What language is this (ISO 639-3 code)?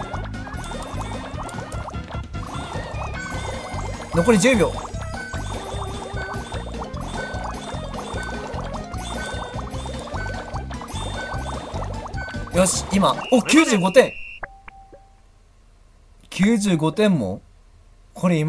jpn